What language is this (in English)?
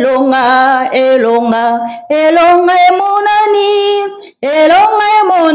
Lingala